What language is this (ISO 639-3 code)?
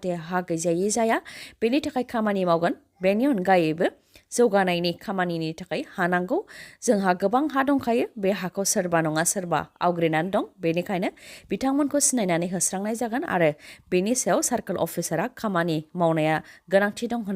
brx